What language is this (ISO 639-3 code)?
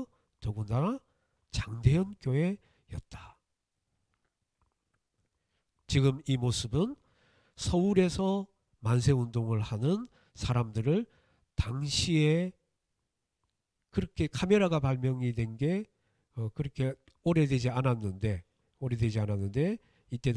kor